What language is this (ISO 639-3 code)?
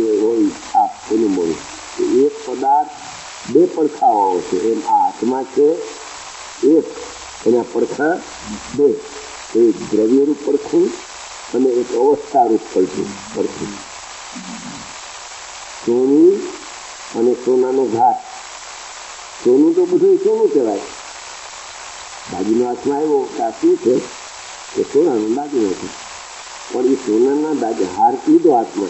guj